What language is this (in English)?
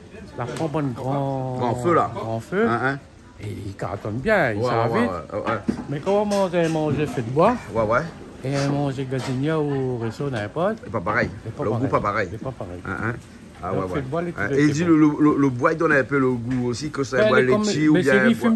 Réunion Creole French